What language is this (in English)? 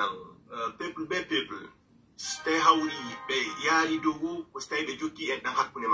Pular